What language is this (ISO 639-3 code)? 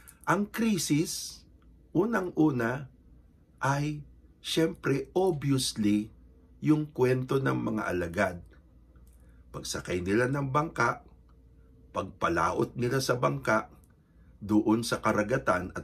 fil